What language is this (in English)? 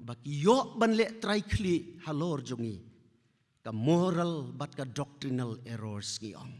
Khasi